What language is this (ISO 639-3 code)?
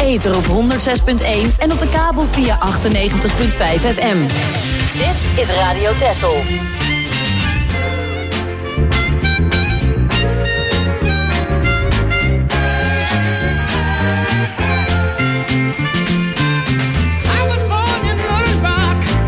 nld